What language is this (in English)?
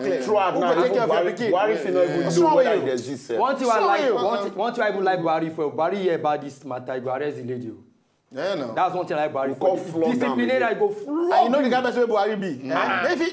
Nigerian Pidgin